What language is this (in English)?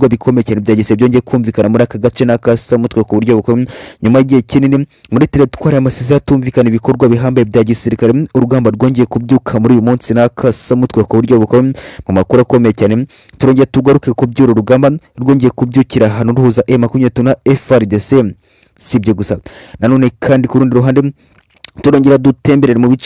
Kinyarwanda